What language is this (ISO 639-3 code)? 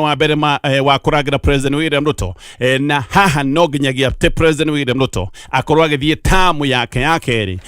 kik